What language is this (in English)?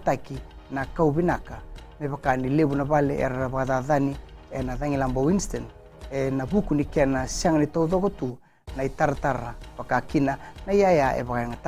Fijian